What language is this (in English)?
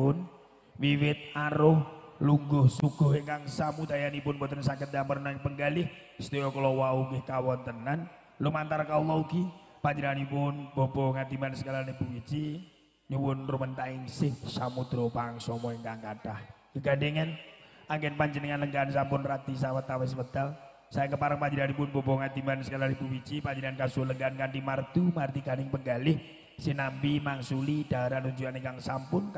Javanese